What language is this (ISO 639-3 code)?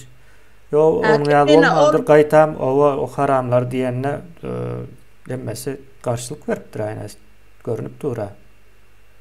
tuk